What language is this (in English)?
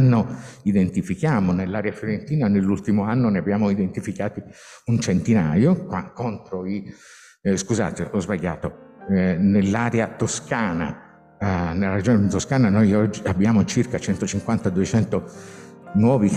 Italian